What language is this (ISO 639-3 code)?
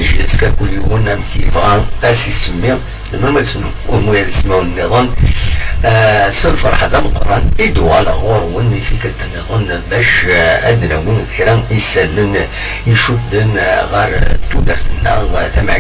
kab